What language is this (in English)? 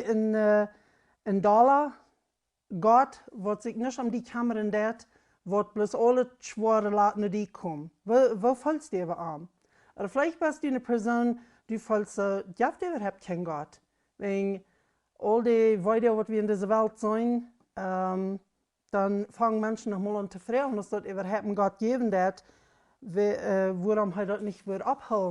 Plautdietsch